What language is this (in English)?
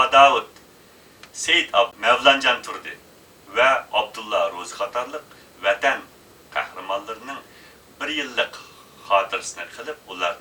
Uyghur